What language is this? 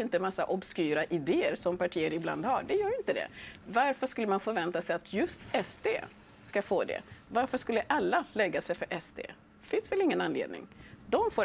Swedish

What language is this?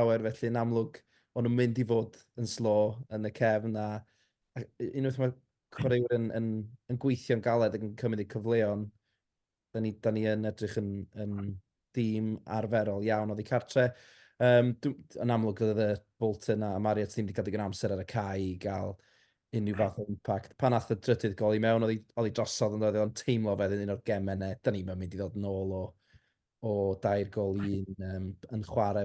Welsh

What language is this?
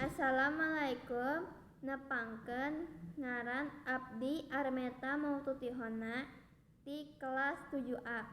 Sundanese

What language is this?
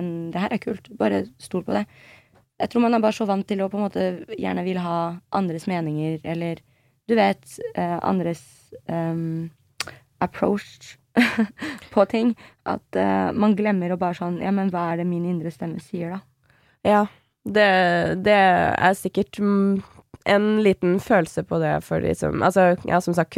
Norwegian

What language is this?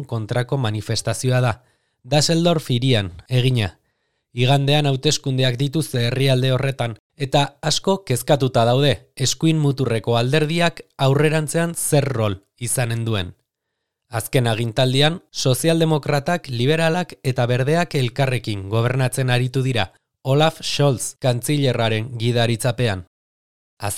Basque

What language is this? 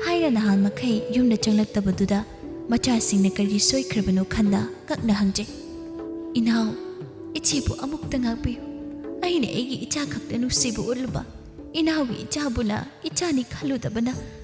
Manipuri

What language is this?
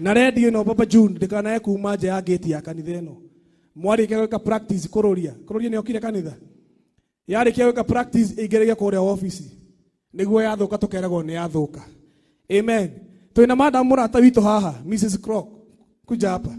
Kikuyu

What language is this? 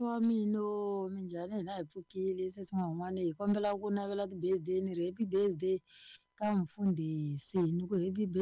Tsonga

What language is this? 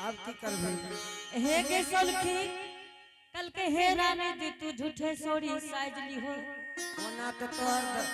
Angika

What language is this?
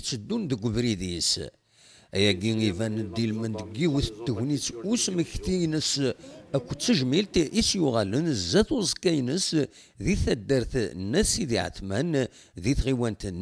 Kabyle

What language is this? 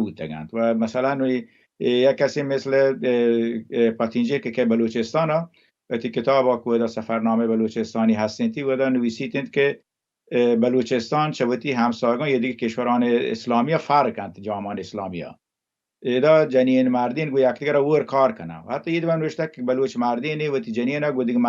Baluchi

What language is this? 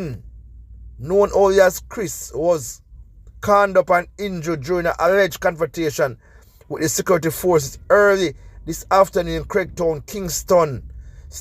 Jamaican Creole English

